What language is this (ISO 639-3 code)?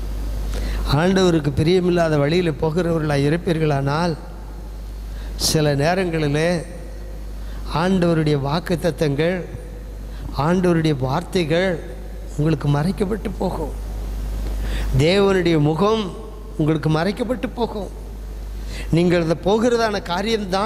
tam